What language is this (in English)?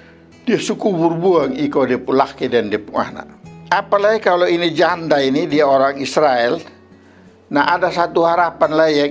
Kupang Malay